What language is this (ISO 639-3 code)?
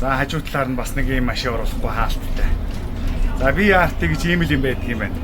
mon